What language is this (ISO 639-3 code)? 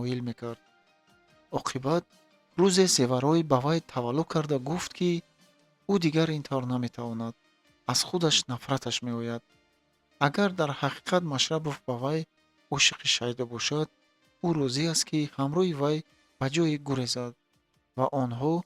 tgk